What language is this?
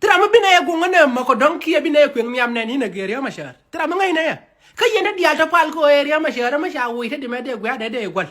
Nuer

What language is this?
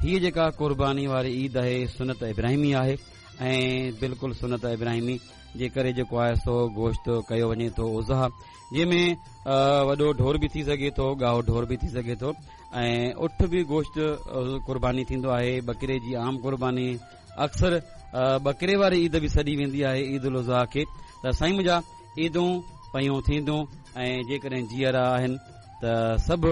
Sindhi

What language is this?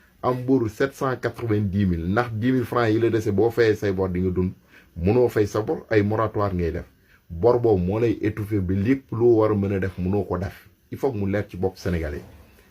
Wolof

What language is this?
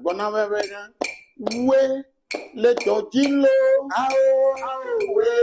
Ewe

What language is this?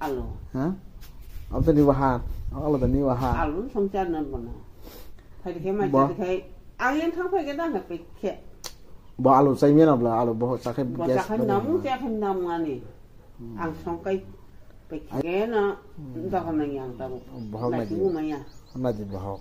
Kok Borok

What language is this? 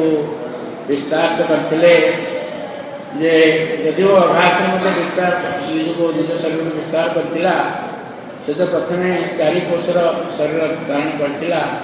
Odia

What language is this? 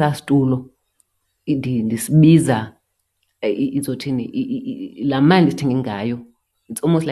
Xhosa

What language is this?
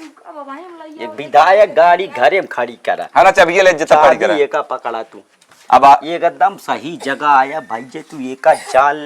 Awadhi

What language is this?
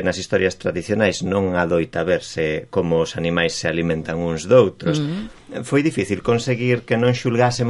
Galician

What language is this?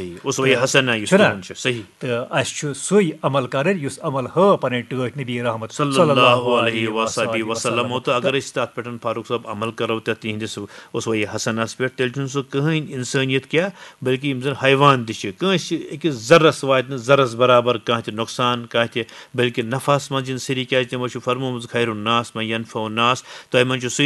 Kashmiri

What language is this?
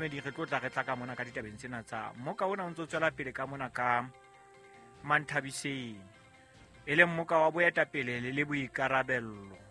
Southern Sotho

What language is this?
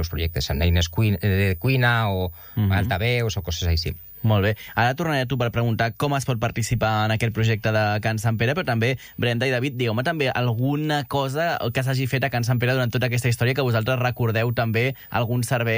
Catalan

